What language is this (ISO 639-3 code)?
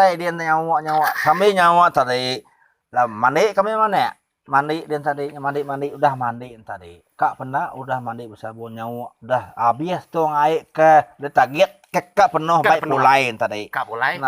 iba